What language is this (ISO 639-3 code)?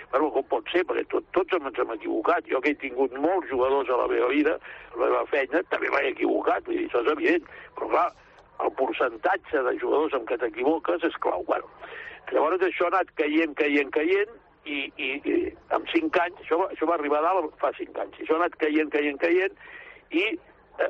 cat